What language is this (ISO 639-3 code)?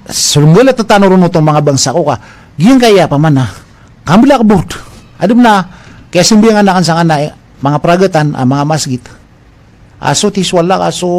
mrw